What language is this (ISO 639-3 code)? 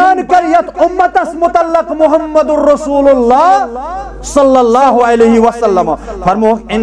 kas